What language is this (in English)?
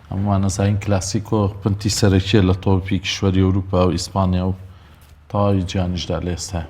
Central Kurdish